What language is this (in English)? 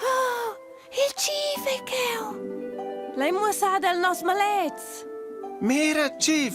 Romansh